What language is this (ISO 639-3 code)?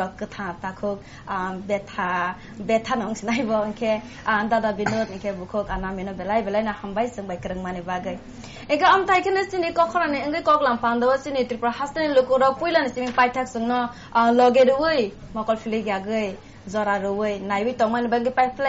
trp